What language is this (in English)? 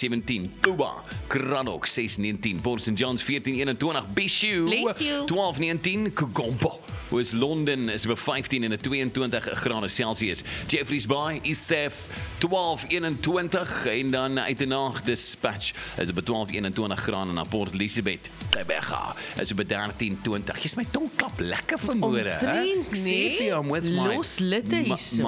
Afrikaans